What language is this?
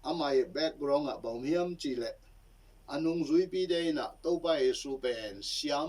Tedim Chin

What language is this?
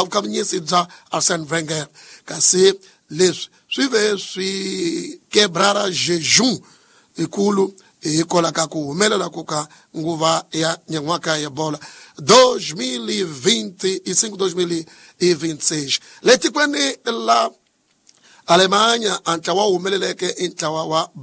Tsonga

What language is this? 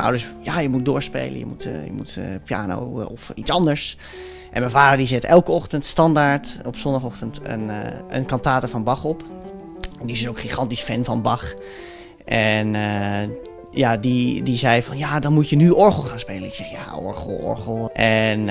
Dutch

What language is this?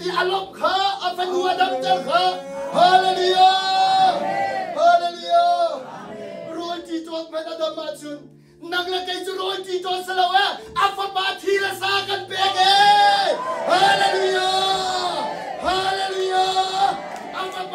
Hakha Chin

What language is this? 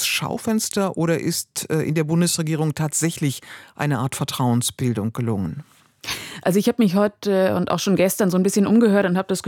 German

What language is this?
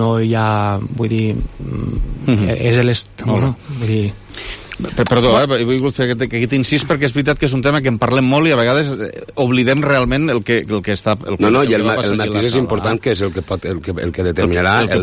Catalan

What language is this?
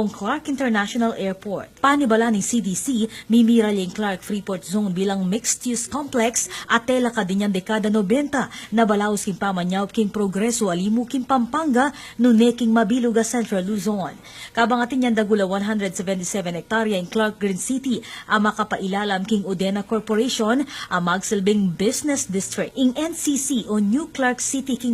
Pampanga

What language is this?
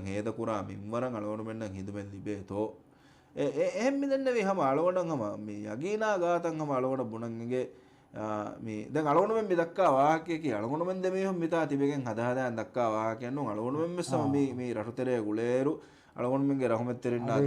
Divehi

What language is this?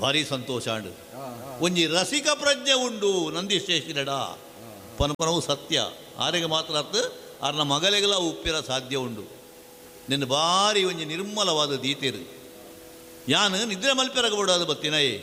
Tulu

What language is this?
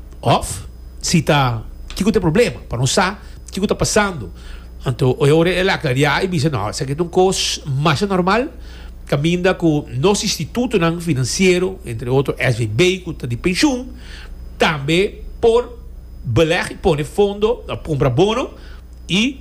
Papiamento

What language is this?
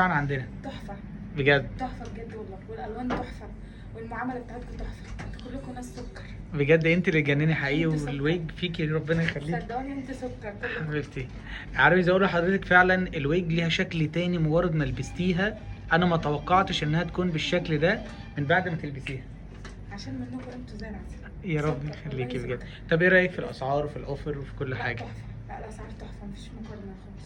Egyptian Arabic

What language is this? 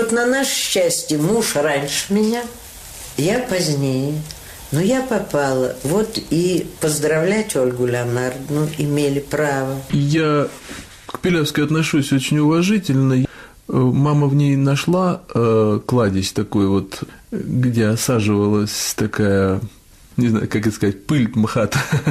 Russian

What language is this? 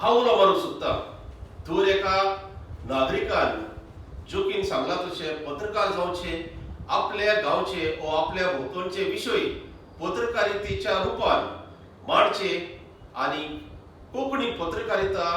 Konkani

